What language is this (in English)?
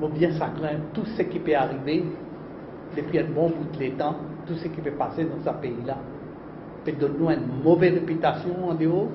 Morisyen